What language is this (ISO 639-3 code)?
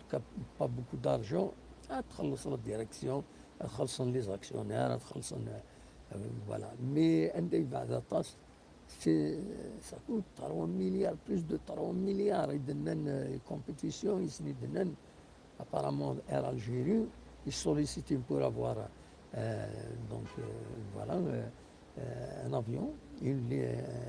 kab